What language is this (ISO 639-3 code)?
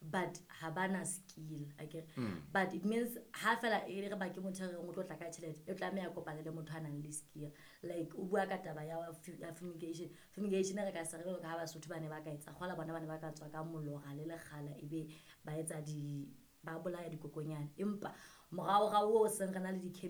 sot